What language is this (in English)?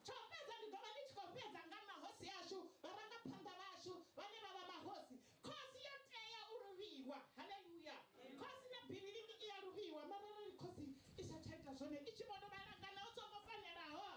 Venda